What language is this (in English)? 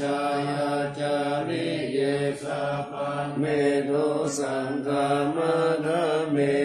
Pali